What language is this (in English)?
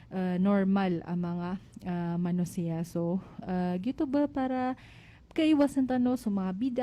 Maranao